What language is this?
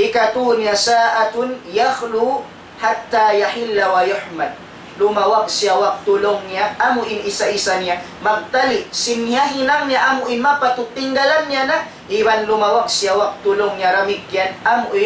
Tausug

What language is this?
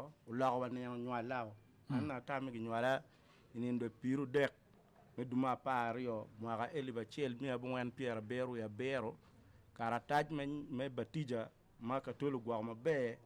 Acoli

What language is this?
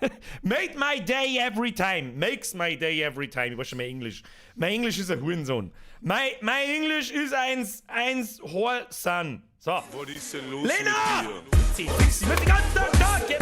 Bavarian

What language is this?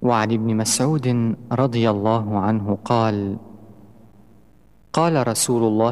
Arabic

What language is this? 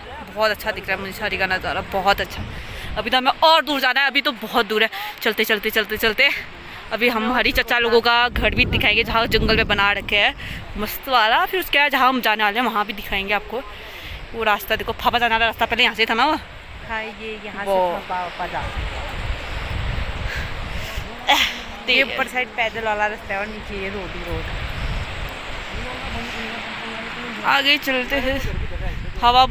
Hindi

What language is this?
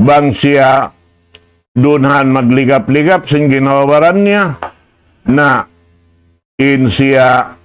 Tausug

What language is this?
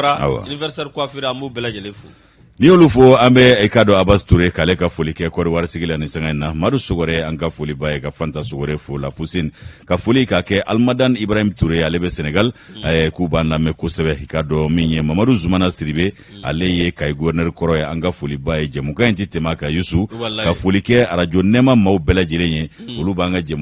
Bambara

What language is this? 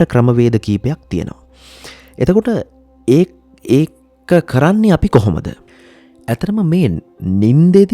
Sinhala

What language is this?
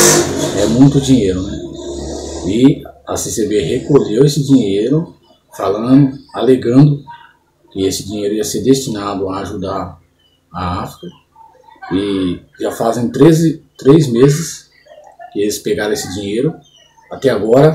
Portuguese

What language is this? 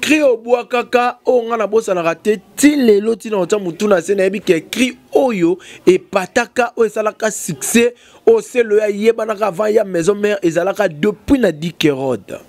Lingala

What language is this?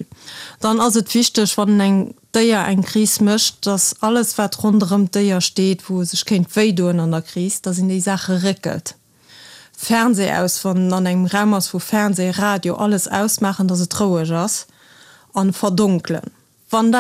Luxembourgish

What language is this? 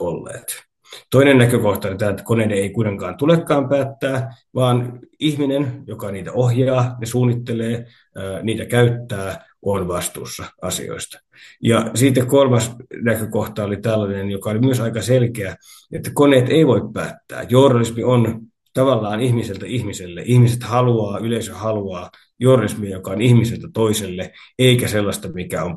Finnish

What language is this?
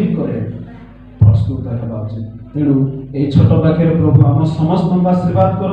Odia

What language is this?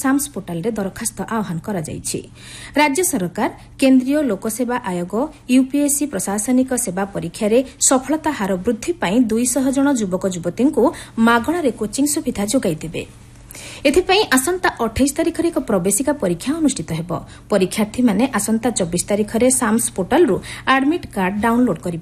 Odia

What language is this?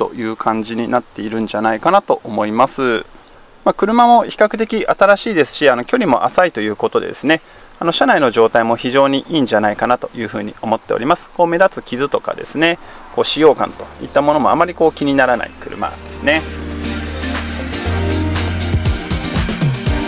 Japanese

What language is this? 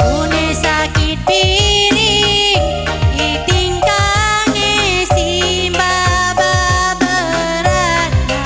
Batak Karo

